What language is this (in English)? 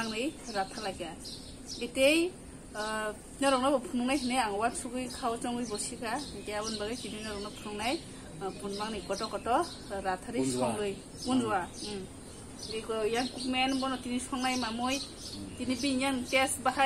Kok Borok